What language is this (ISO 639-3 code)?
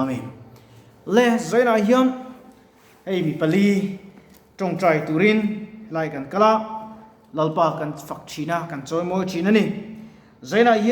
lus